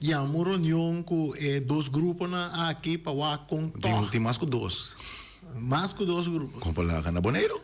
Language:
Papiamento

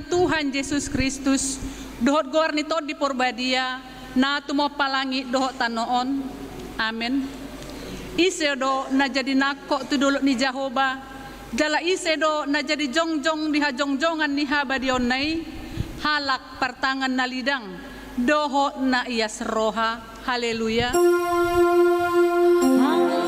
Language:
Batak Toba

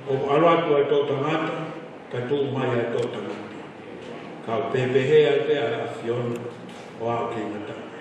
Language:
Tongan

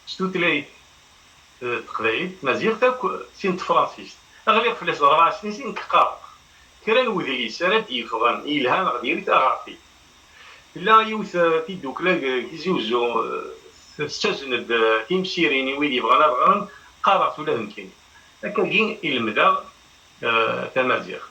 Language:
Kabyle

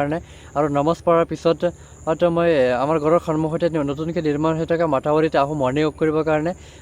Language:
Assamese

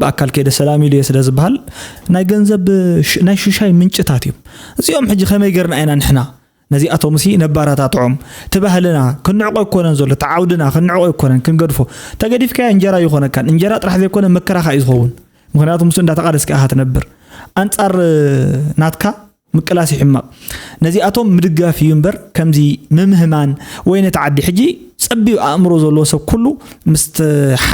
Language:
Tigrinya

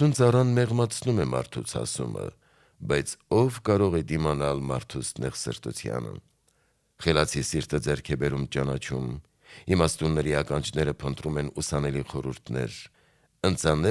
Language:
Armenian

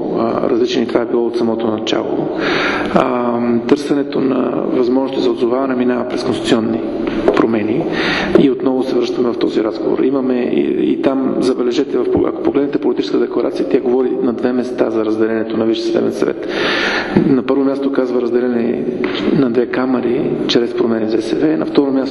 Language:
Bulgarian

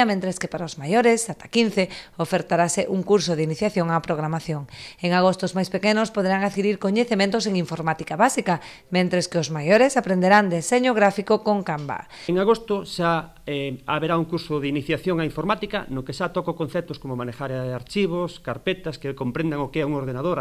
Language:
Galician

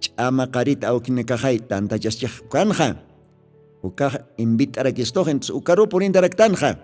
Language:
Aymara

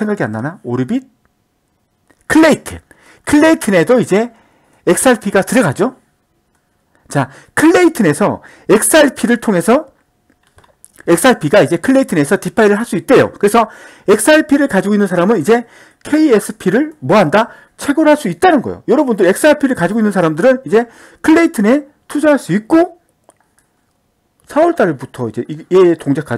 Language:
Korean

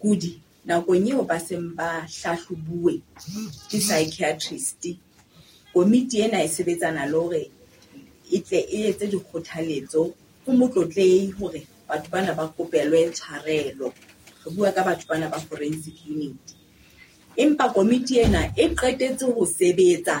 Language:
Southern Sotho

